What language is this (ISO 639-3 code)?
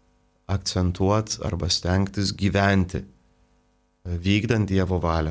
lit